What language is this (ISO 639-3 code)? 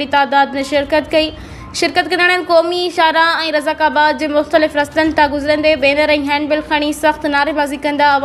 snd